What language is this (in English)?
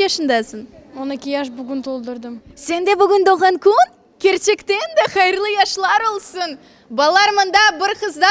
Crimean Tatar